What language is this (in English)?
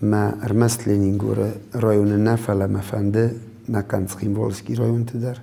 Ossetic